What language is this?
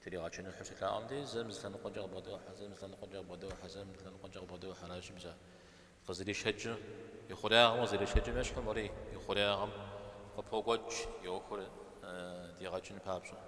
Kabardian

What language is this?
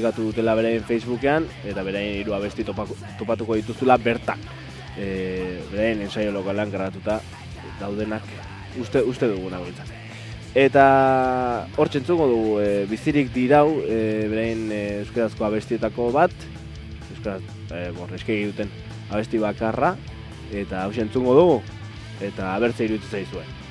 Basque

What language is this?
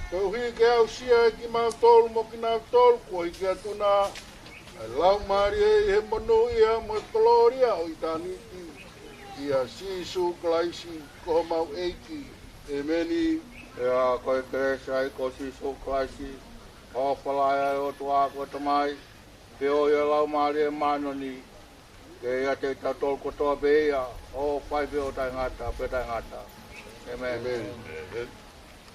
Tongan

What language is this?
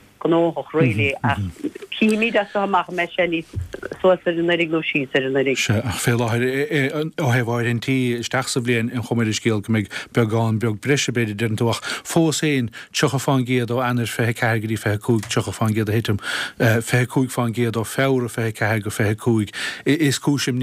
Irish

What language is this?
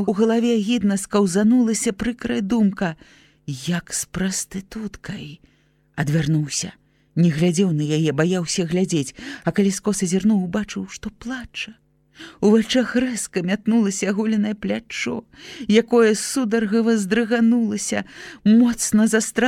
Belarusian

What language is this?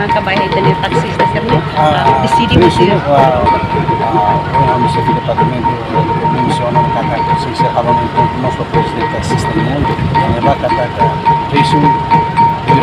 Tetum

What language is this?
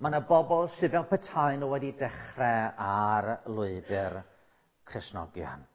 Welsh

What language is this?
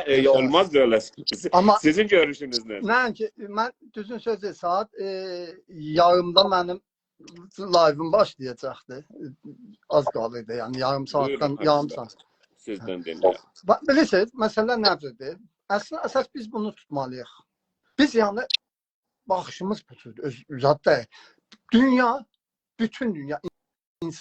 South Azerbaijani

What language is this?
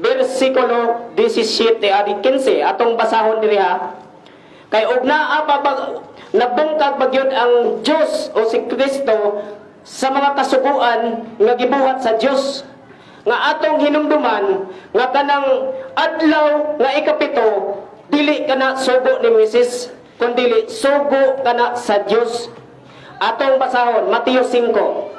Cebuano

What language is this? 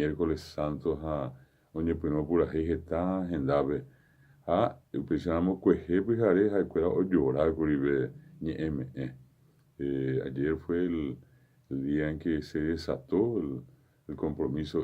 Guarani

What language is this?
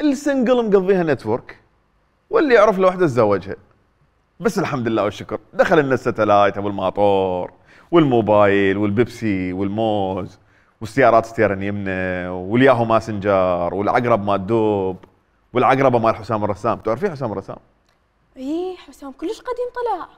Mesopotamian Arabic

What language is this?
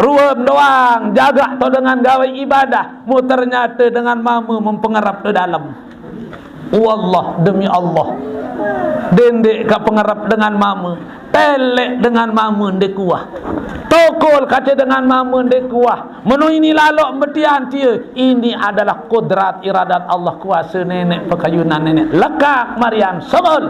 Sasak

